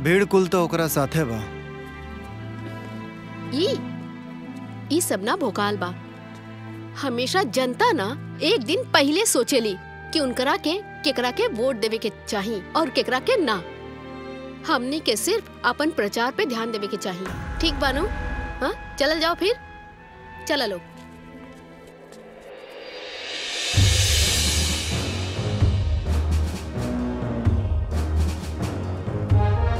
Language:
Bhojpuri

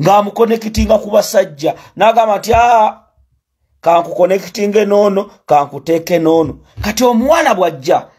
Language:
Ganda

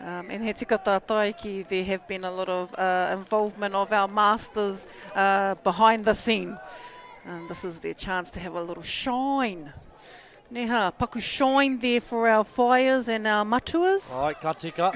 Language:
Māori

